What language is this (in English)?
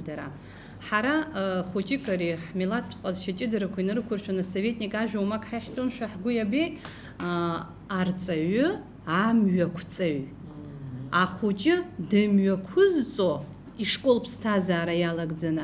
Abkhazian